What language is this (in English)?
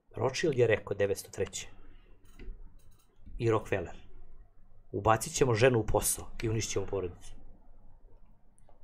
Serbian